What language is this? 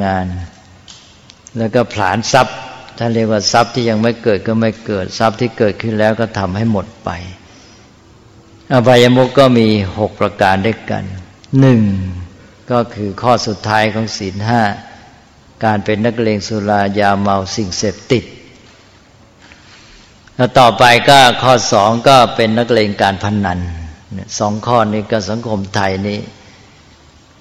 Thai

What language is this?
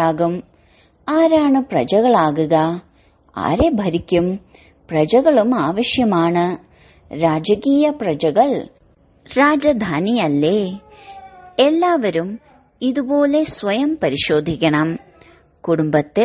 Malayalam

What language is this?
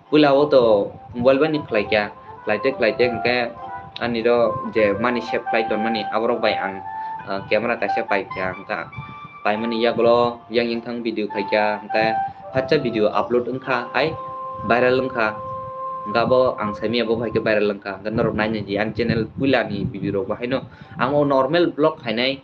Kok Borok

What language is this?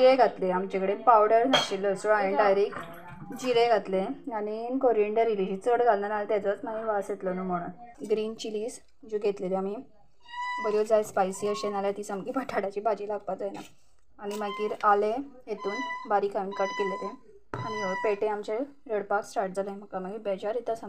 Konkani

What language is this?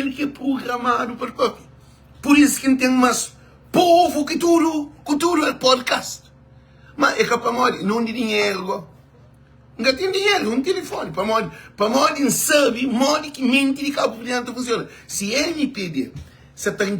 Kabuverdianu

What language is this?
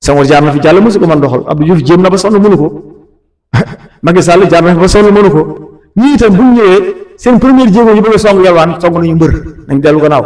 Wolof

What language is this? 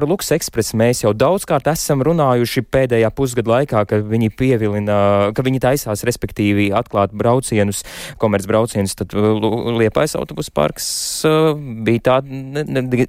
Latvian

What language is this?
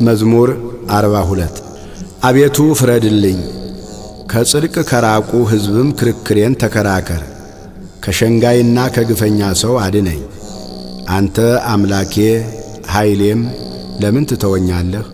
Amharic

